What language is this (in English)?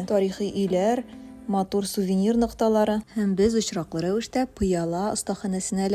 Tatar